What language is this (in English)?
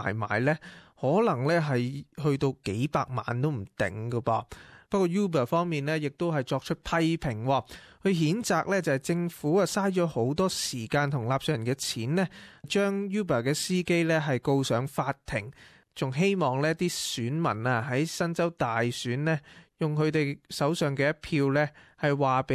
Cantonese